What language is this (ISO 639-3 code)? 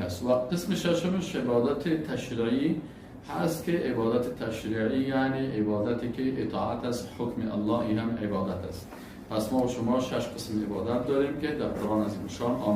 fas